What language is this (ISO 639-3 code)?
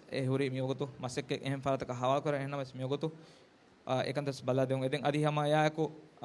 div